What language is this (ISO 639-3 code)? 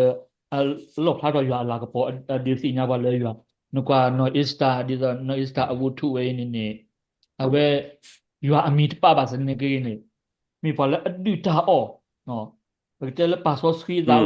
ksw